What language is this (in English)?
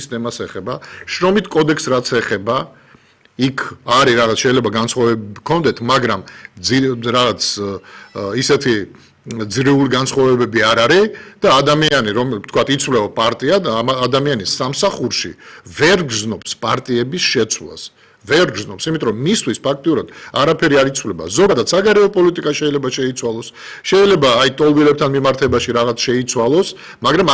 Georgian